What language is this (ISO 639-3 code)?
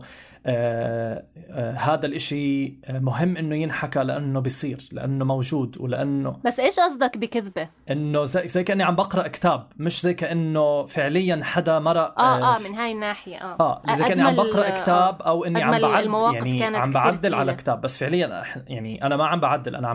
apc